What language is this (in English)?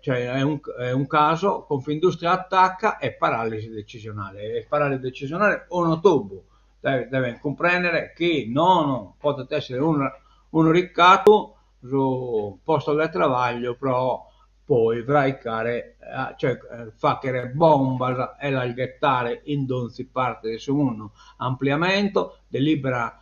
Sardinian